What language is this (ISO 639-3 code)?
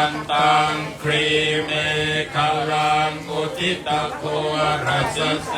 pli